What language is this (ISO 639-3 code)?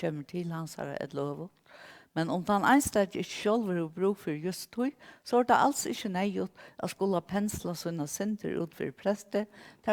fao